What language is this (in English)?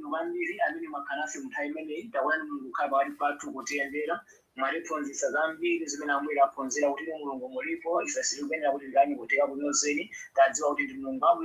Nyanja